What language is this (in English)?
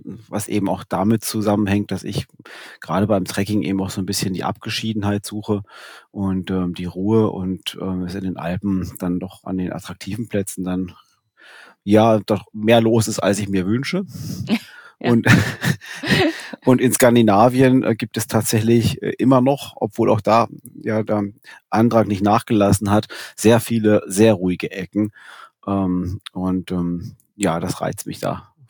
German